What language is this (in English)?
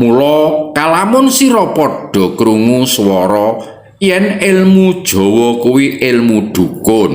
Javanese